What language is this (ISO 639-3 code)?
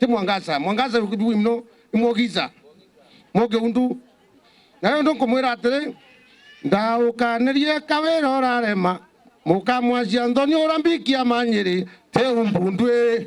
mer